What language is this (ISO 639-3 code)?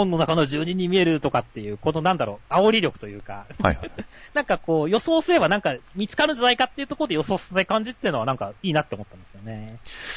jpn